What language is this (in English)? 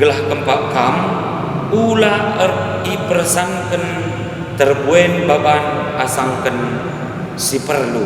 Batak Karo